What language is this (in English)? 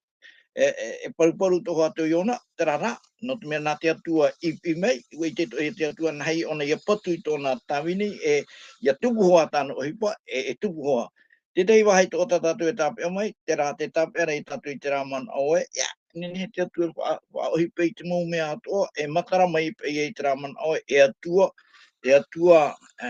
Tahitian